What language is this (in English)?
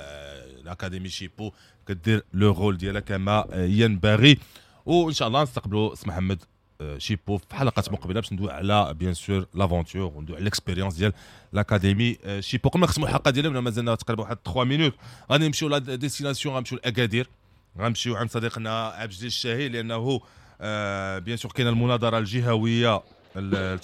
Moroccan Arabic